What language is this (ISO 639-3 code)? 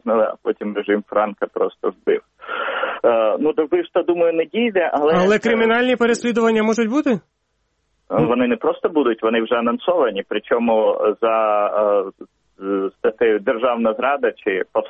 ukr